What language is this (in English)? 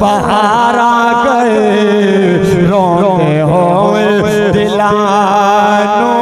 Saraiki